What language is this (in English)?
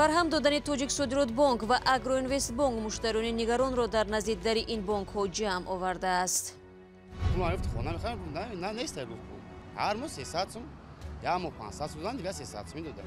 Tajik